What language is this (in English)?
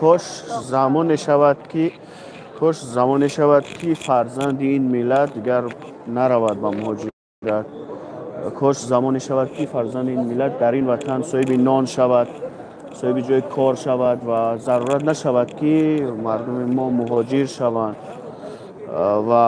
Tajik